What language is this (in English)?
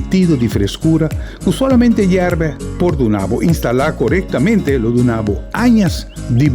Papiamento